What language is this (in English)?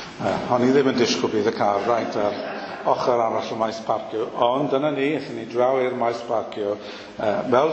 Welsh